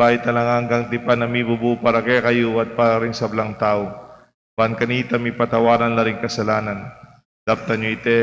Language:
Pampanga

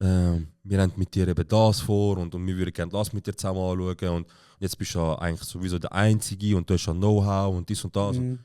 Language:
Swiss German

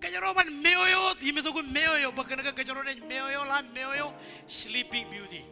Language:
Marshallese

